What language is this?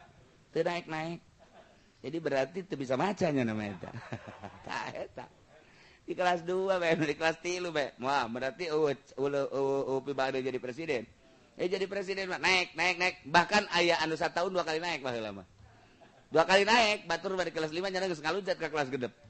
Sundanese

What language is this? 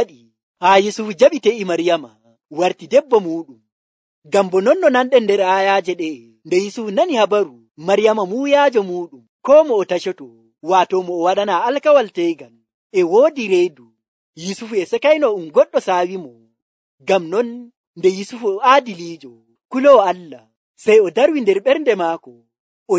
Nigerian Fulfulde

